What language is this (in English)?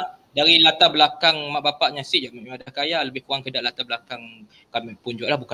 Malay